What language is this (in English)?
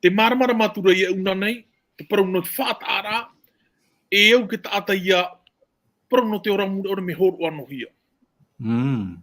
Tahitian